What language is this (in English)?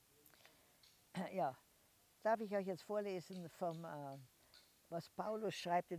German